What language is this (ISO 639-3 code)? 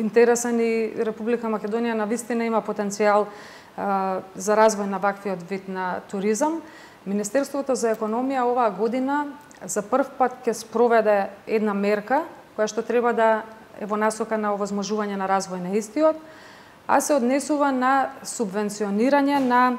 mkd